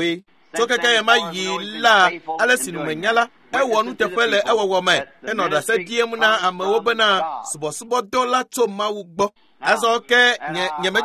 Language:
Ewe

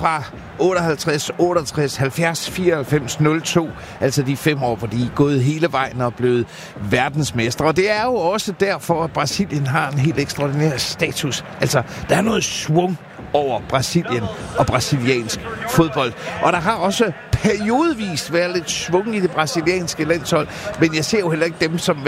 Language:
Danish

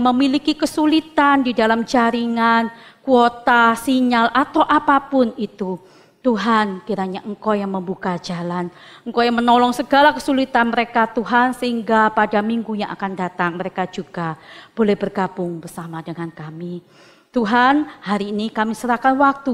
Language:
Indonesian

